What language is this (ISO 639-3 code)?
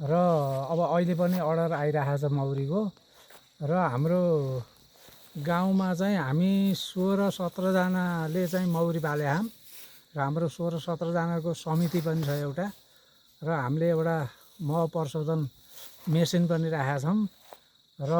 nep